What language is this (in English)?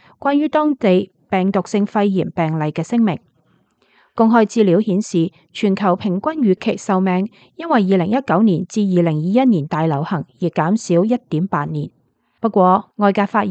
Cantonese